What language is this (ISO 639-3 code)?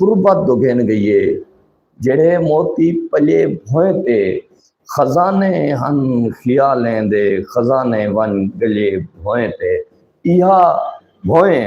skr